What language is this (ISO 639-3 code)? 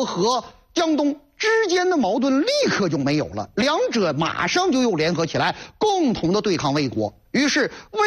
zho